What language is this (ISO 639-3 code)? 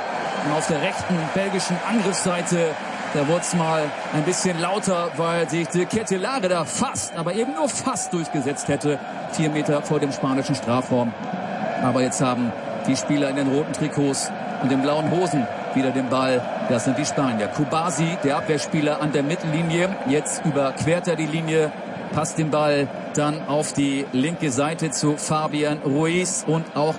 deu